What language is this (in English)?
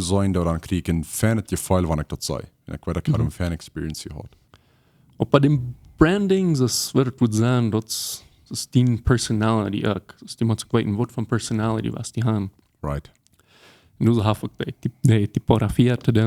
Plautdietsch